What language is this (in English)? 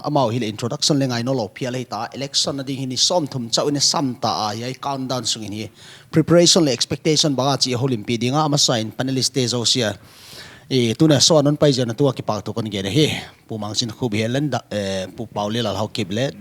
Paite Chin